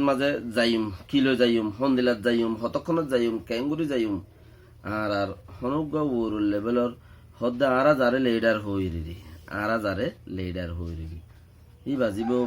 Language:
Rohingya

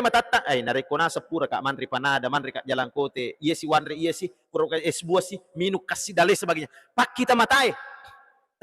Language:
Buginese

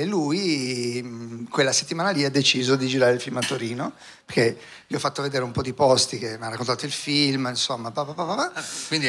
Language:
Italian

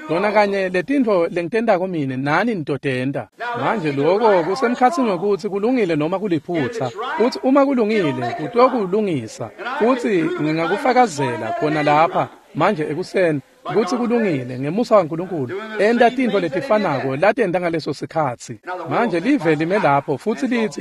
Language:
Swati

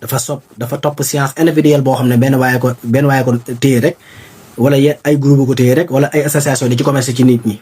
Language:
Wolof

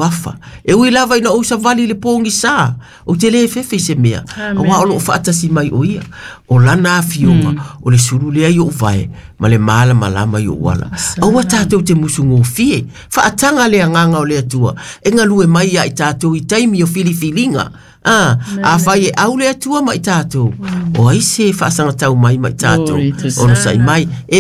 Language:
Samoan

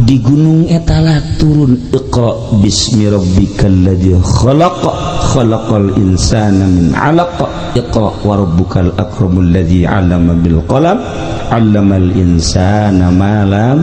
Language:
Sundanese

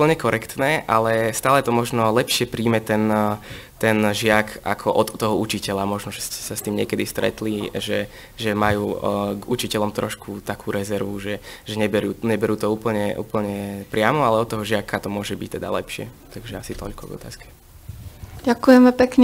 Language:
Slovak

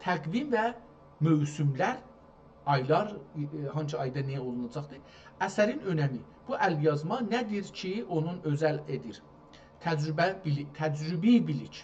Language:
South Azerbaijani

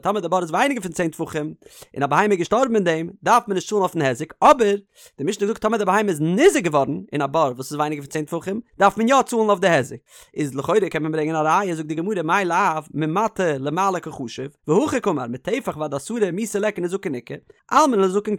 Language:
Yiddish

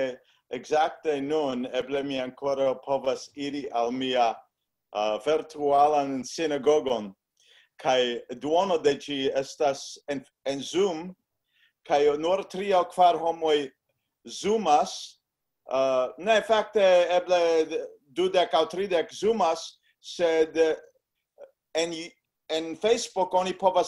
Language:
Esperanto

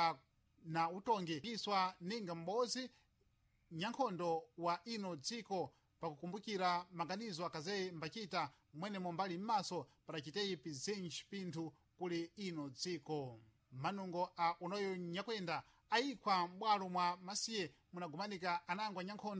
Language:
Sena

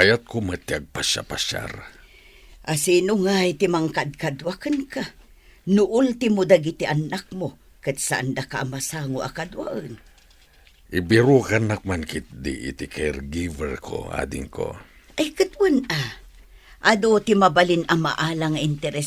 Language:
Iloko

